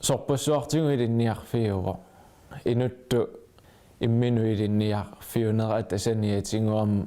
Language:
Kalaallisut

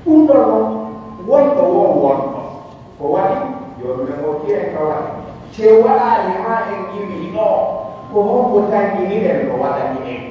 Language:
Pular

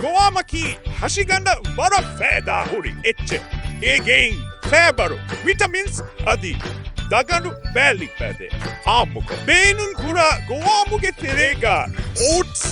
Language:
Divehi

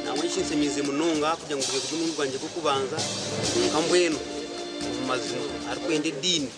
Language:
Nyankole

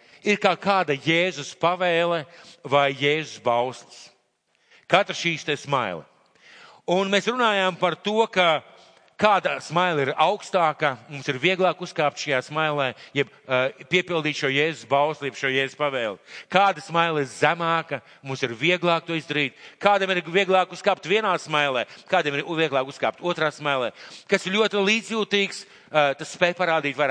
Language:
Latvian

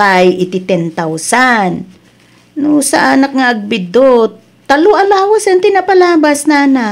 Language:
Iloko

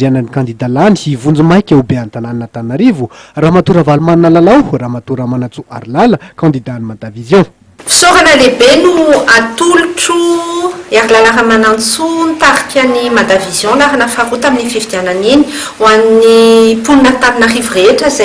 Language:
Malagasy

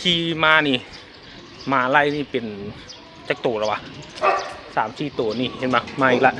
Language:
Lao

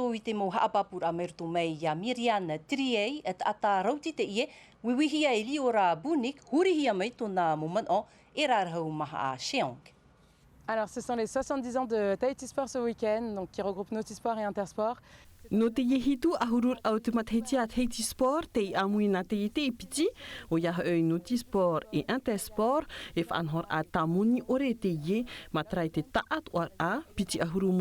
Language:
Tahitian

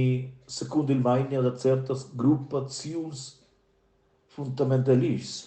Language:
Romansh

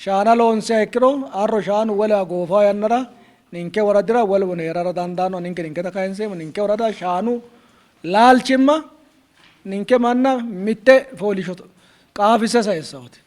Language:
Sidamo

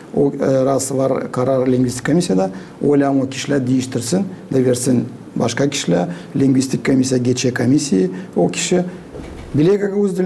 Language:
Gagauz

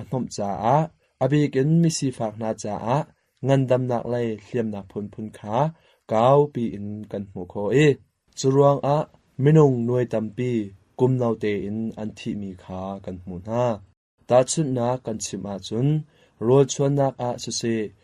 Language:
Hakha Chin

